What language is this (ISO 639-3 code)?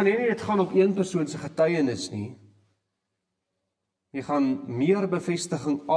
afr